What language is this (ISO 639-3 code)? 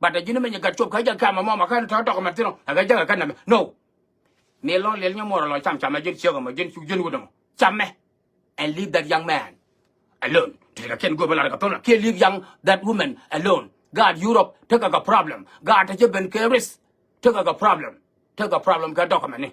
nus